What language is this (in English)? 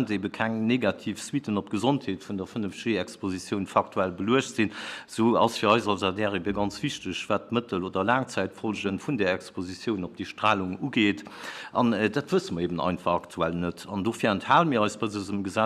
Luxembourgish